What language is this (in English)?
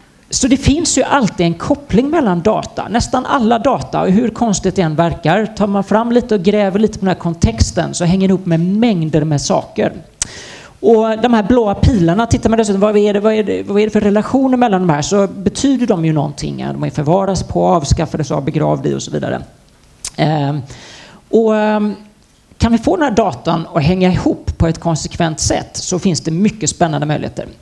Swedish